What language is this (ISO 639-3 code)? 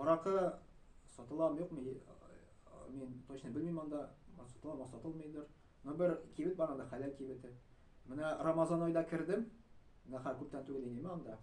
tat